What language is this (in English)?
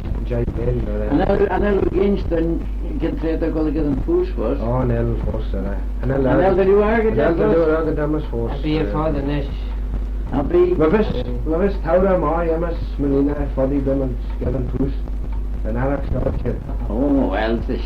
Manx